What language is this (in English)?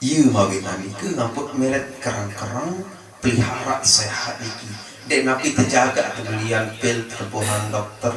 Sasak